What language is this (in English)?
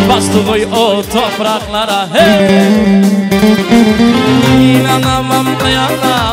Turkish